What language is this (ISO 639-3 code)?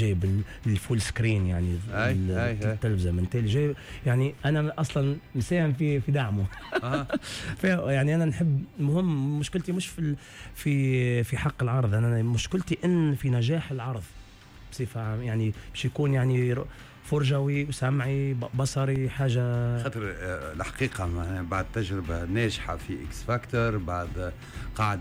aeb